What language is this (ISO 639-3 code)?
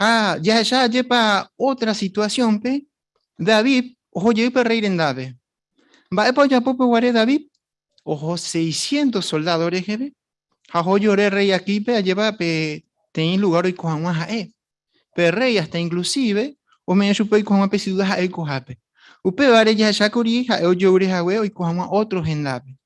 grn